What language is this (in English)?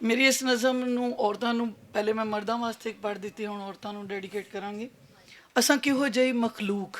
Western Panjabi